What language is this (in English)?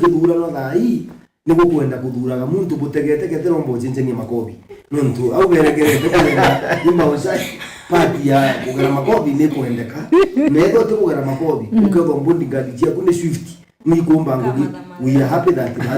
Meru